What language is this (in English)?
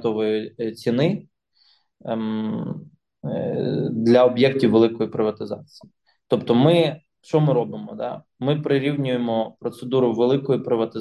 Ukrainian